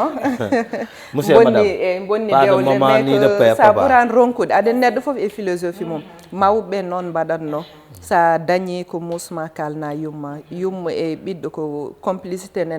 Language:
Fula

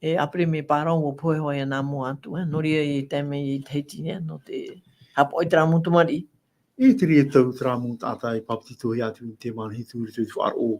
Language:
Tahitian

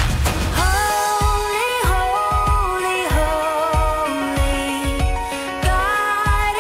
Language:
English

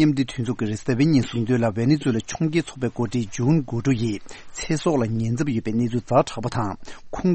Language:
Tibetan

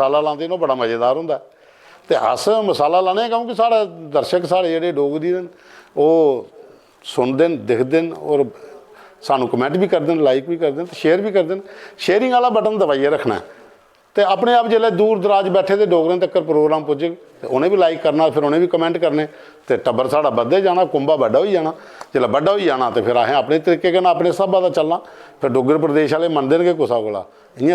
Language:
Dogri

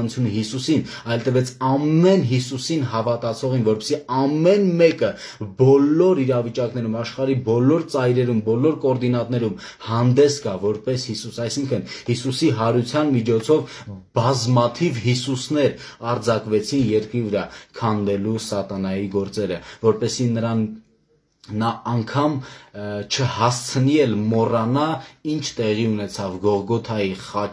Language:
Armenian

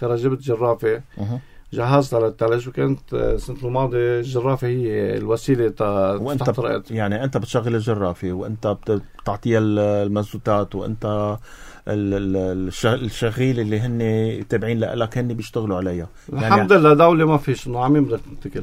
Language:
North Levantine Arabic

